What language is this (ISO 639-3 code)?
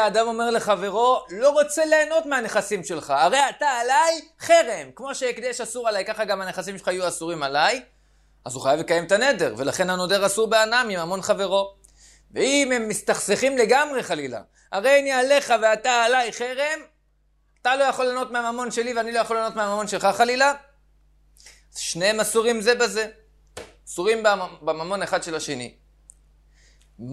heb